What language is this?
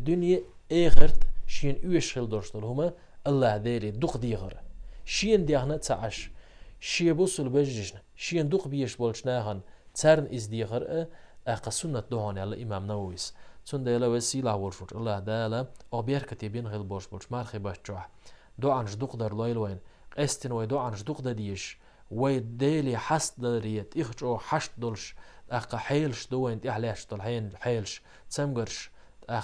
Chechen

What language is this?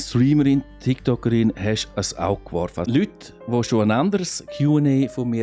Swiss German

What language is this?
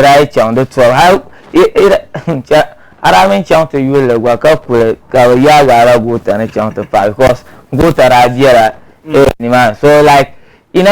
Dagbani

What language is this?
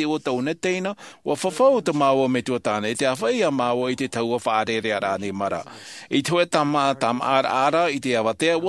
Tahitian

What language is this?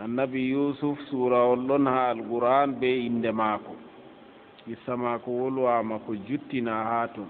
Fula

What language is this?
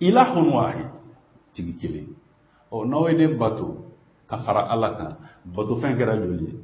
Bambara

